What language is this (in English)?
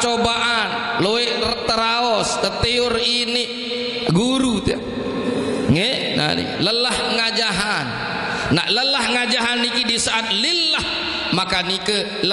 Sasak